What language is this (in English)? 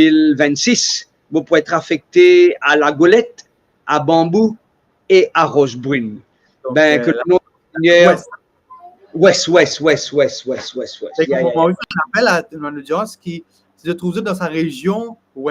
Morisyen